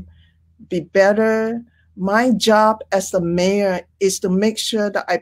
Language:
English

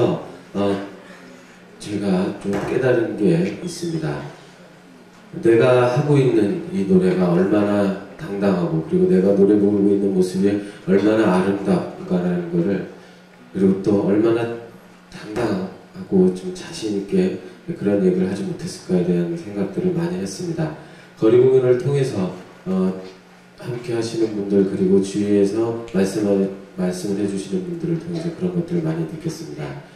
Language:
Korean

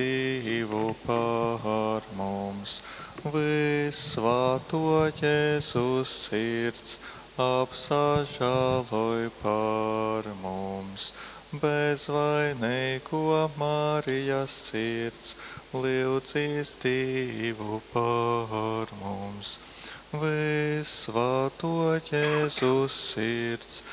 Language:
Latgalian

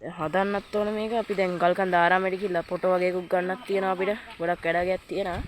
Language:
Sinhala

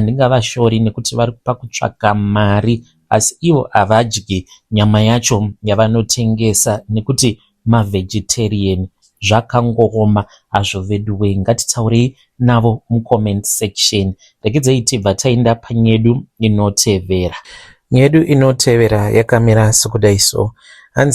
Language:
Shona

